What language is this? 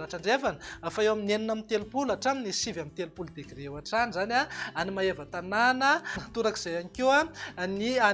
Malagasy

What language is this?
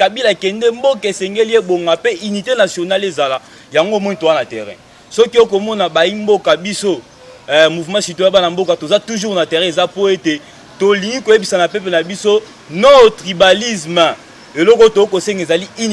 Lingala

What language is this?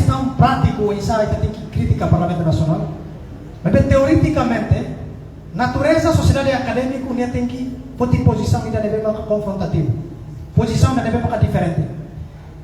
Tetum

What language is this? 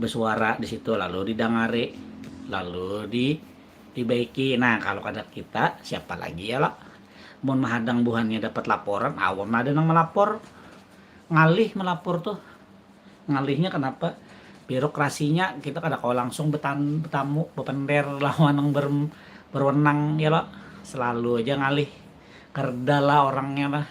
Banjar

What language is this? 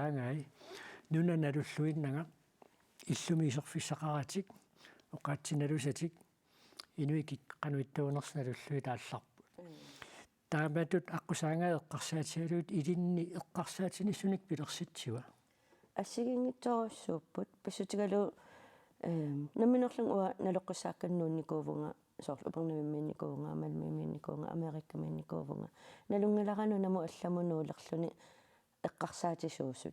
Kalaallisut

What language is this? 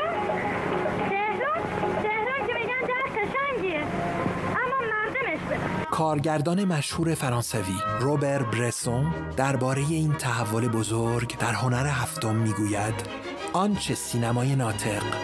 Persian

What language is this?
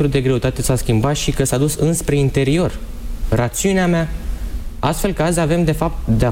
Romanian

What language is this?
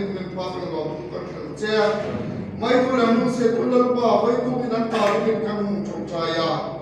Hmar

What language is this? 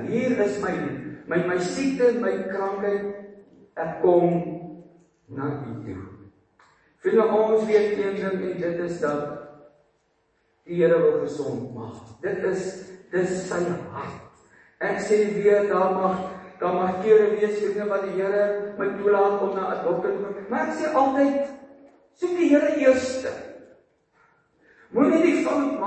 Afrikaans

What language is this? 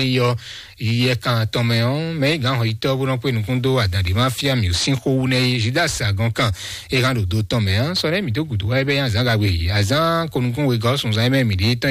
Fon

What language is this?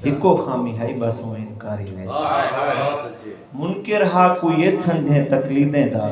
Saraiki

